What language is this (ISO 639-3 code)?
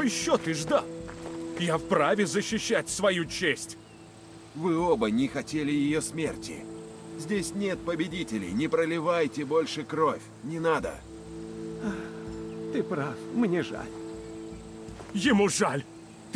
rus